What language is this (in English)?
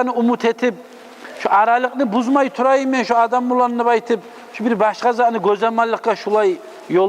Kumyk